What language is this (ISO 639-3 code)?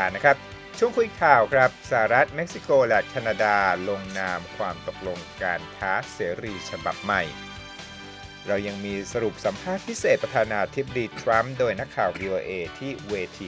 tha